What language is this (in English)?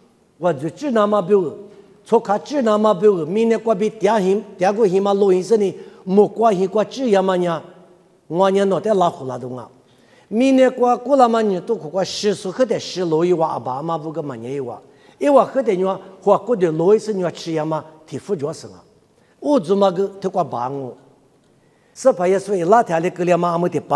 Lisu